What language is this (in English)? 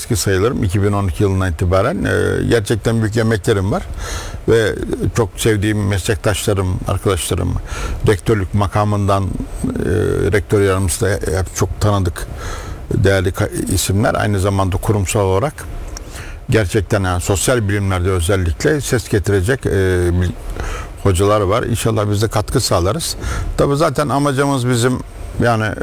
Turkish